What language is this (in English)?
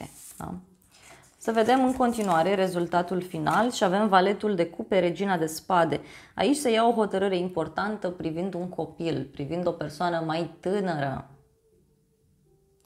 Romanian